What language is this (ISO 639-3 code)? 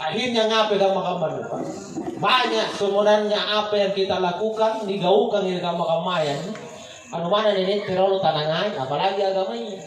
mak